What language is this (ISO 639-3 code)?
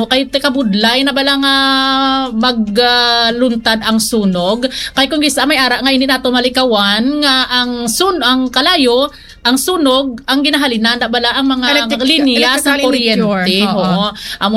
hil